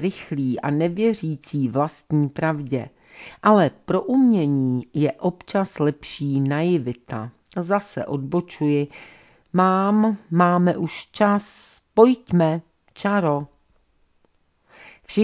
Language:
Czech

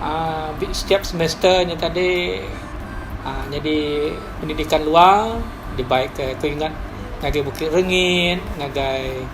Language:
Iban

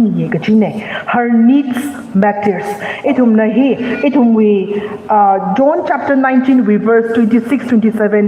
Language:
Tangkhul Naga (India)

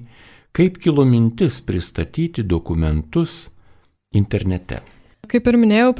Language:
Lithuanian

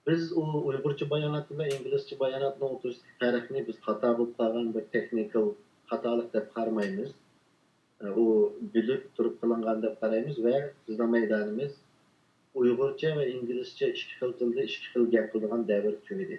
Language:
Uyghur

